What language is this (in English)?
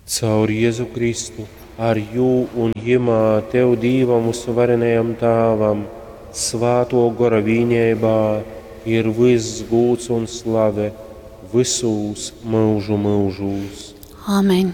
Latgalian